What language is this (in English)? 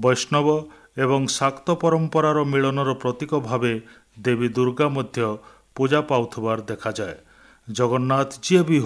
Odia